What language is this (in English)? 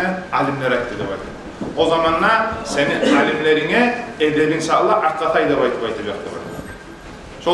Kumyk